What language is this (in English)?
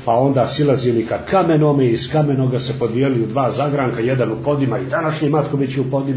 Croatian